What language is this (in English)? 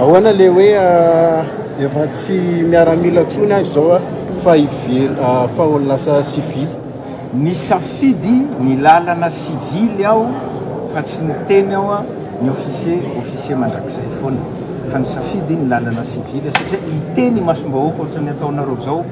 Malagasy